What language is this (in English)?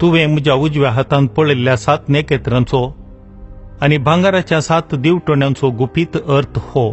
Konkani